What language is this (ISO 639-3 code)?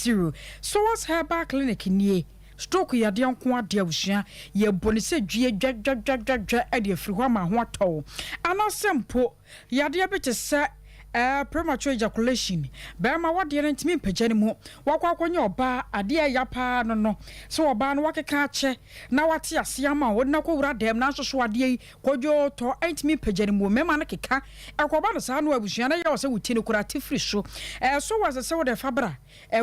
aka